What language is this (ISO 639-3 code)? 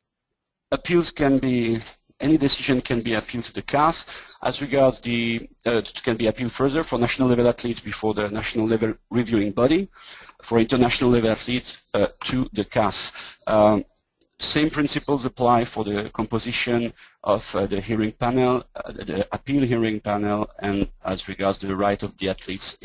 eng